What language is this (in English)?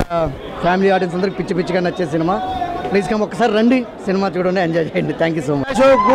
Telugu